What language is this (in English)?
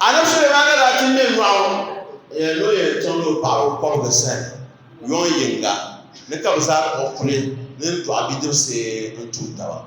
Dagbani